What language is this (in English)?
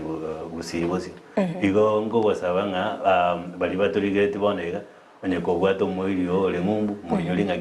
Gusii